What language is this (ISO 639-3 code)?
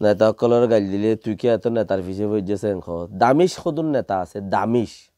rhg